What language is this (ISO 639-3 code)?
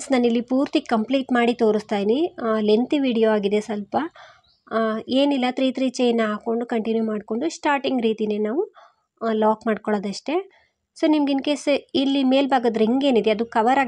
kan